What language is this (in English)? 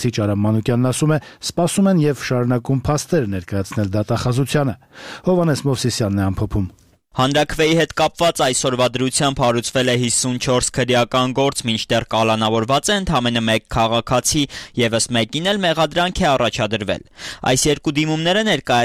Armenian